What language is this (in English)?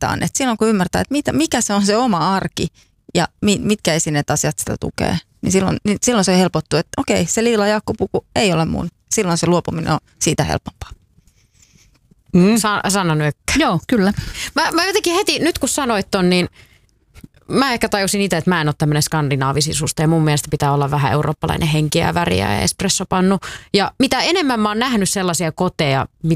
Finnish